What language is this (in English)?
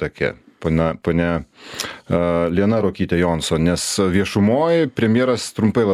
Lithuanian